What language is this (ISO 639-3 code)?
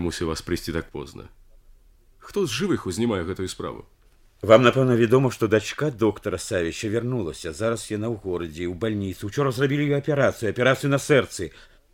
bel